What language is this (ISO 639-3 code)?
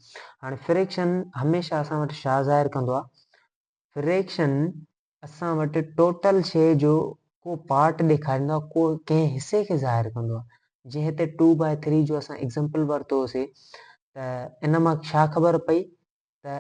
snd